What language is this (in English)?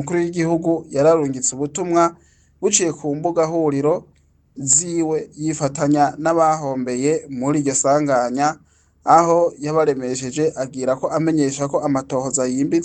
Rundi